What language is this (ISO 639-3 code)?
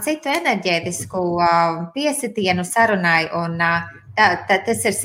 lav